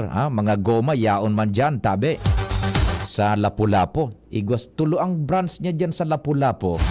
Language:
Bikol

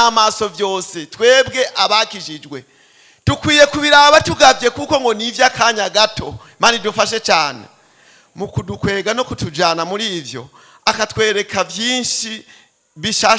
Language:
Rundi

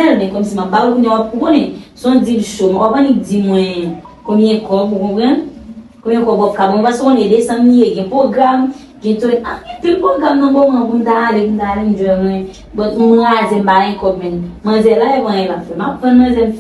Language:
Haitian Creole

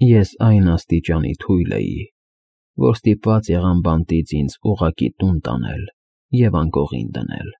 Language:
Armenian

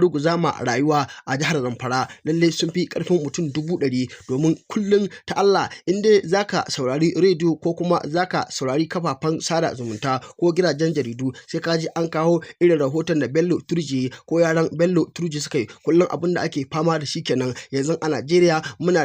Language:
Hausa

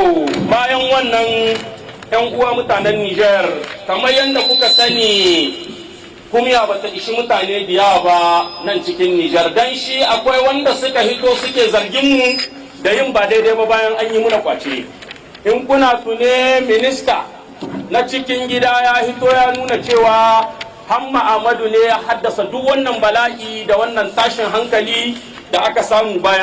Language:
Hausa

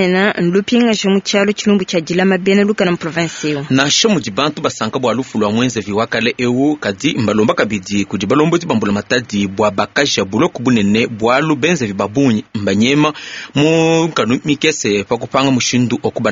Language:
Luba-Lulua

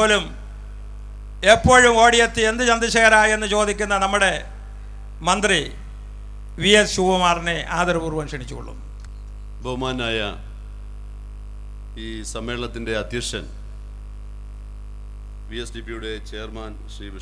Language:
Malayalam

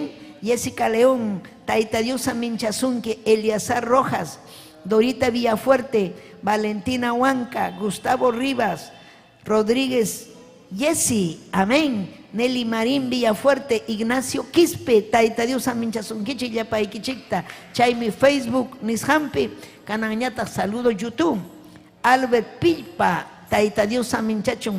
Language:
Ayacucho Quechua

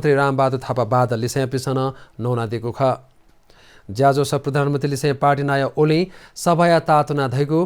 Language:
Newari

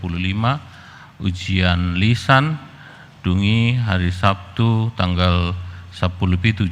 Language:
Batak Toba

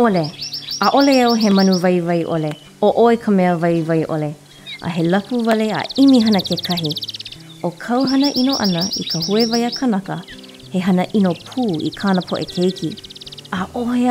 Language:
Hawaiian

